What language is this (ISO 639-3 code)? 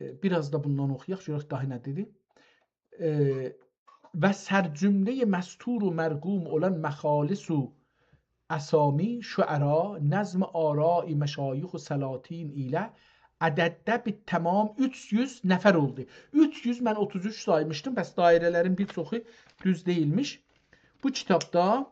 azb